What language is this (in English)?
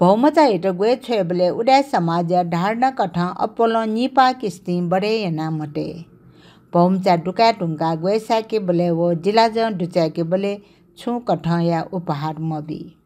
Newari